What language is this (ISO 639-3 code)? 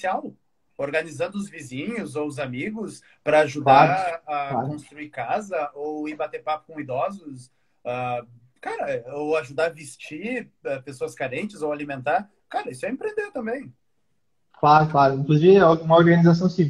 por